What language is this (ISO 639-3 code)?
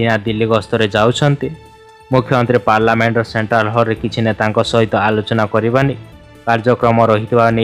ori